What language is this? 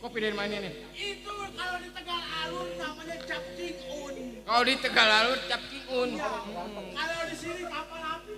Betawi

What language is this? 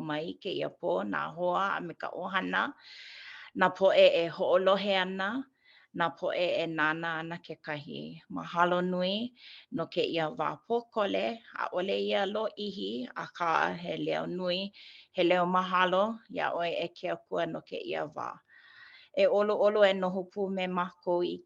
Hawaiian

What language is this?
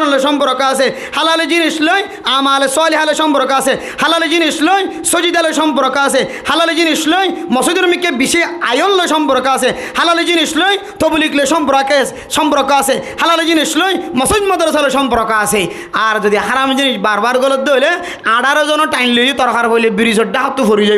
Rohingya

